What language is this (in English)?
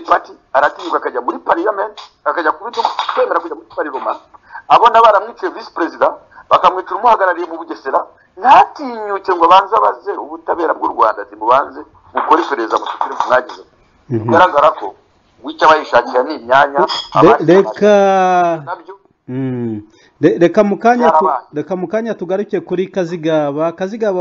Kinyarwanda